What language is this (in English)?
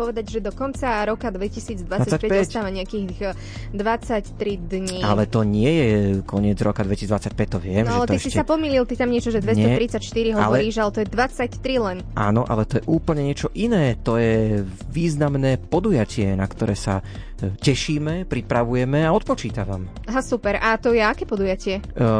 Slovak